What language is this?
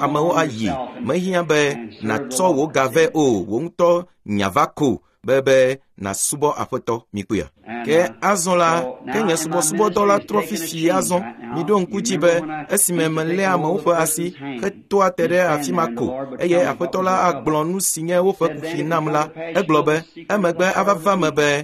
Ewe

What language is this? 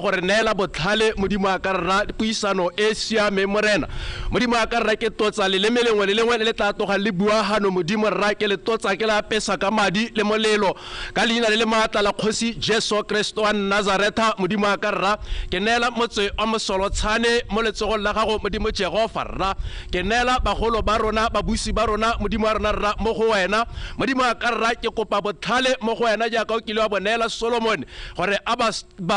Tswana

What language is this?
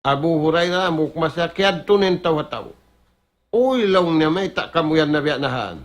Tausug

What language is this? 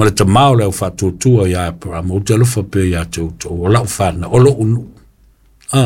Samoan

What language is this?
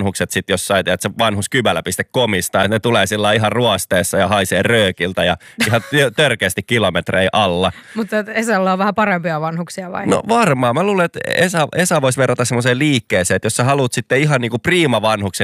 Finnish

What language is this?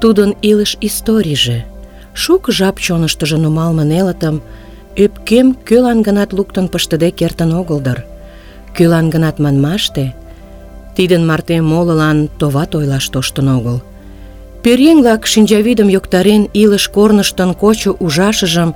Mari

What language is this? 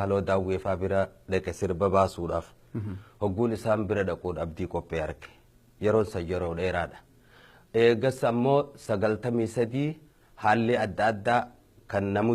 Oromo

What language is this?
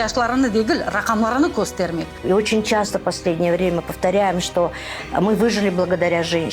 Crimean Tatar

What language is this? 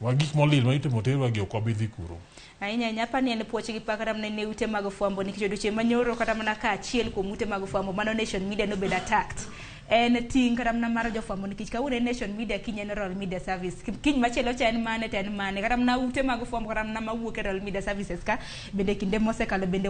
Luo (Kenya and Tanzania)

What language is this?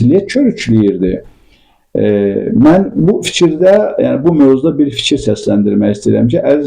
Azerbaijani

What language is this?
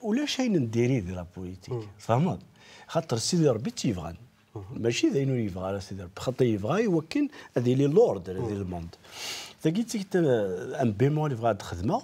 Kabyle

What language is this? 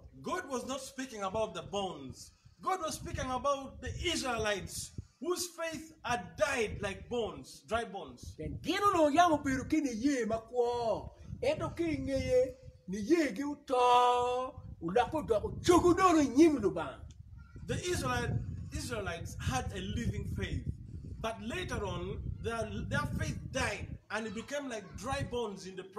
Acoli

